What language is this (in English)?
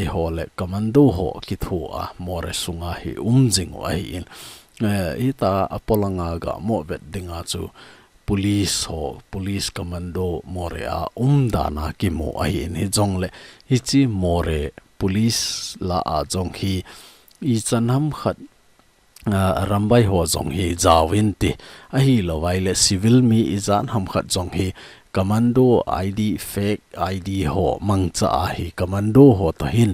Thado Chin